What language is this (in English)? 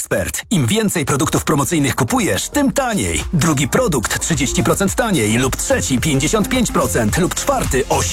Polish